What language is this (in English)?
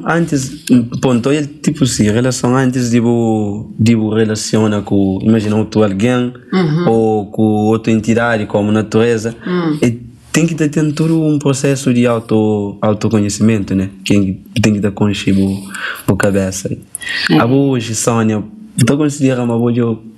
Kabuverdianu